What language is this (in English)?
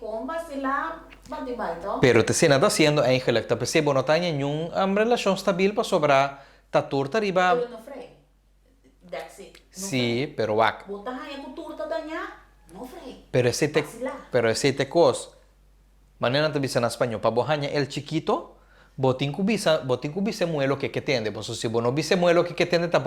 Papiamento